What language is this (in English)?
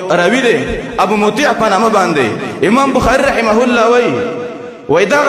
Pashto